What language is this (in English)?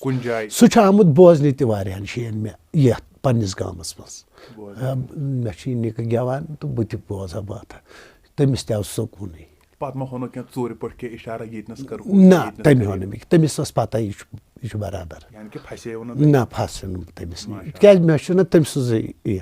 Kashmiri